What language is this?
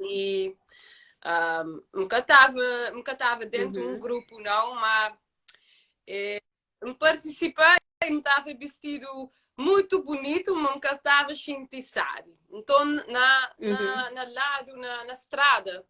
Kabuverdianu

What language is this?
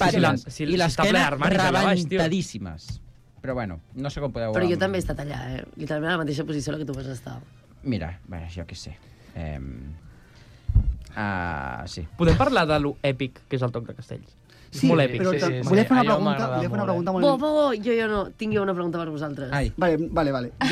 Catalan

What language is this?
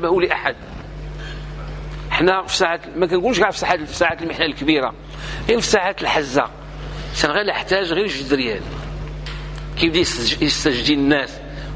Moroccan Arabic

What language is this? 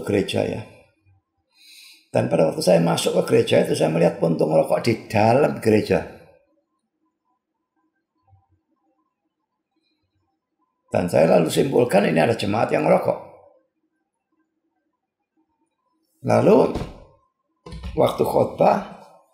Indonesian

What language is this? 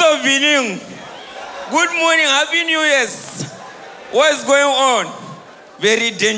Nigerian Pidgin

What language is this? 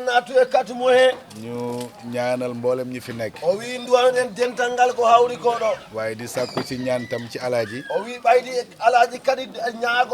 Fula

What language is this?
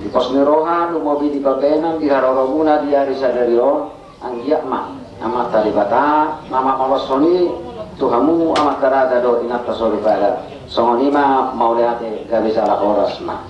Batak Toba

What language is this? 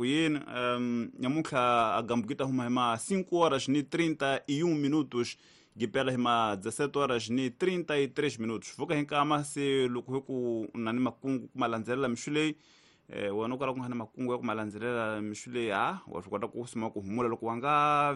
Tsonga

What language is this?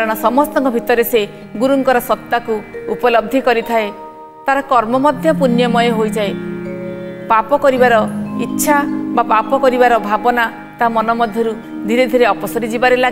Odia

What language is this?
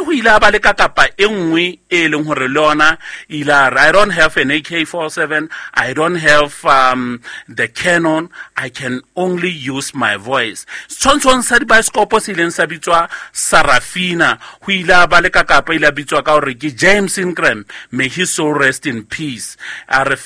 Southern Sotho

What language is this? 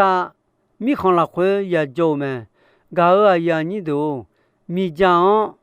Akha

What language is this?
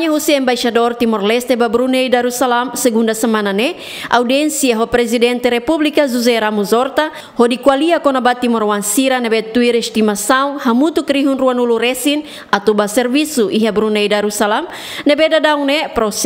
Tetum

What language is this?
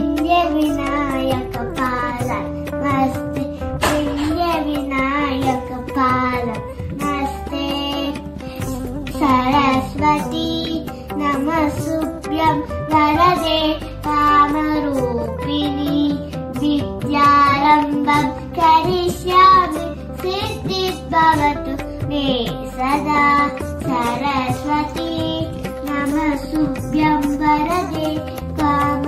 Telugu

